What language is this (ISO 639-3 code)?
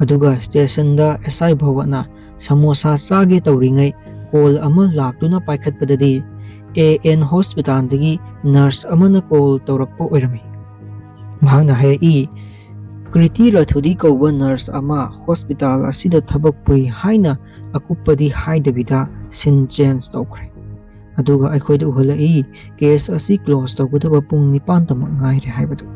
mni